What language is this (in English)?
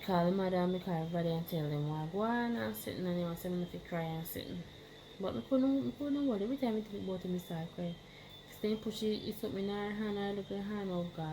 Jamaican Creole English